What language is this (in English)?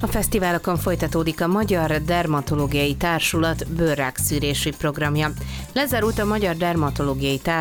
Hungarian